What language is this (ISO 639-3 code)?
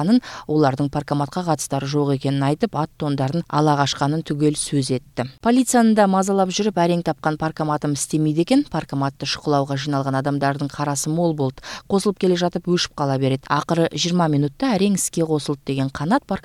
kaz